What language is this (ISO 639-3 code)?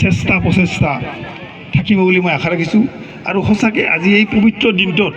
asm